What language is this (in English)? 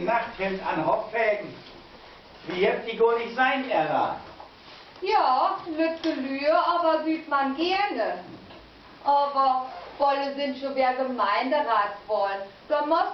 Low German